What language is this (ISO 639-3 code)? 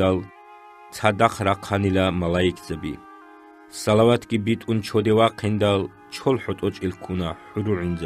ava